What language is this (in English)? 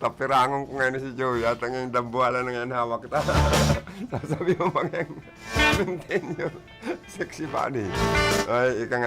Bikol